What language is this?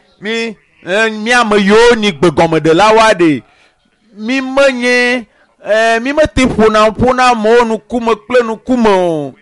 Ewe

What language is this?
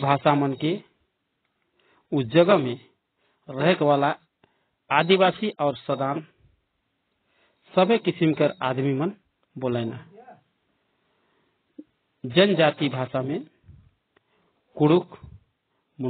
Sadri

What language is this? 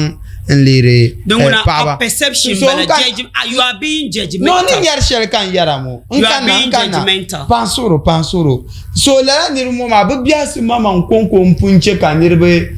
Dagbani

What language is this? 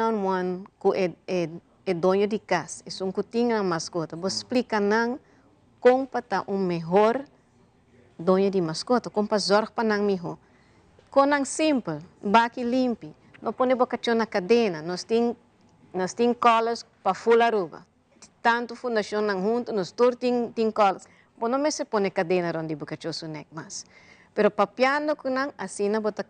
Papiamento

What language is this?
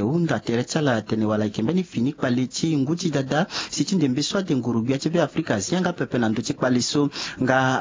Sango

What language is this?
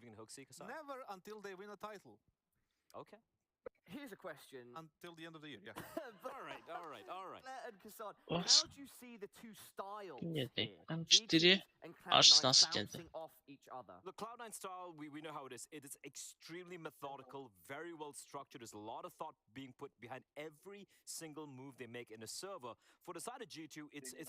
Yakut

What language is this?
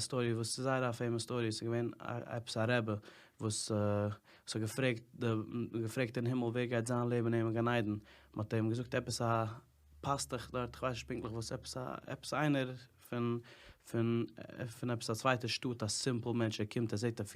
Yiddish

